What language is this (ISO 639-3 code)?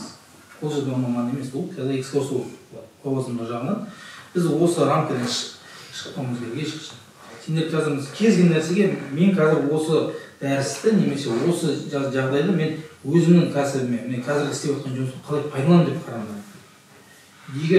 kaz